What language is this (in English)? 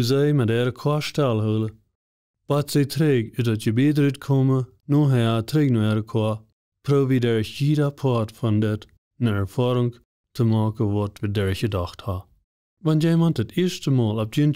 Plautdietsch